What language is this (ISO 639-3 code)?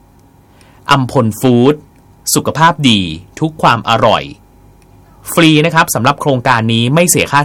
tha